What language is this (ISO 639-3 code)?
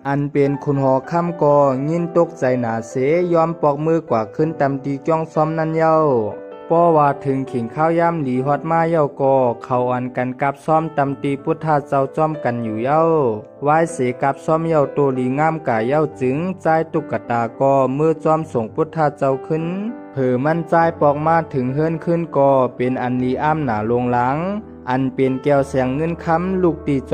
shn